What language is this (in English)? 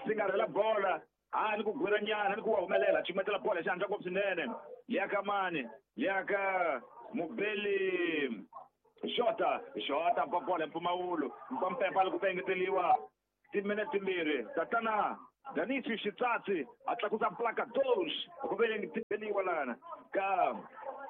Tsonga